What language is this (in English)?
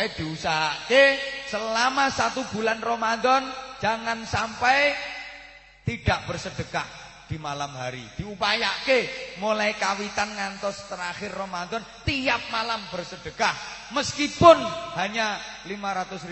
Javanese